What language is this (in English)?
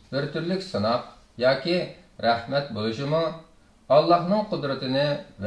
Uyghur